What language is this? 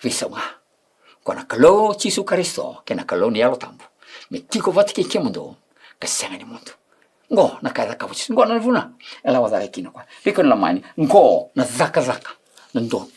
Fijian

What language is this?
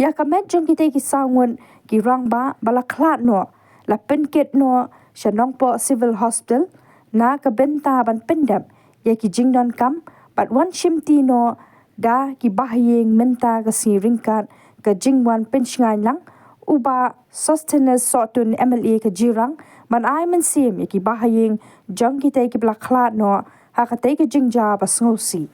Khasi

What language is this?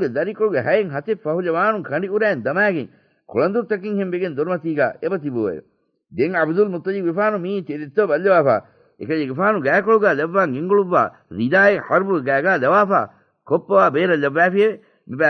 Divehi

